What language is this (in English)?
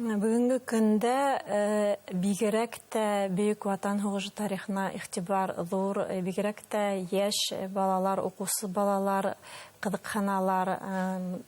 Bashkir